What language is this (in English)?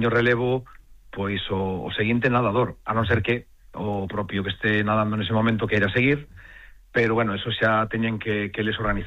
Galician